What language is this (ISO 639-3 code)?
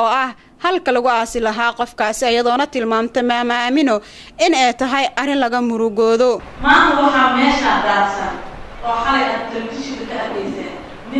som